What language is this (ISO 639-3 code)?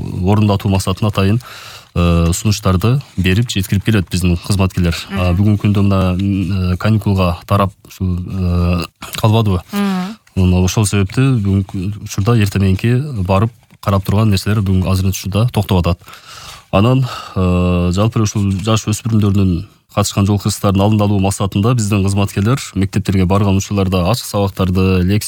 kir